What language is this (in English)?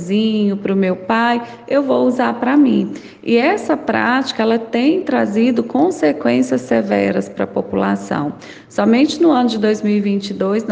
Portuguese